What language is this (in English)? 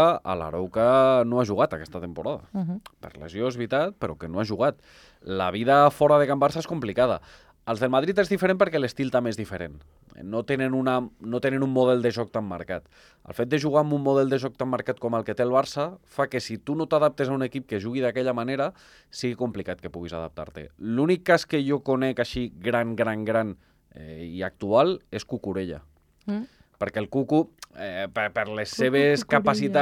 Catalan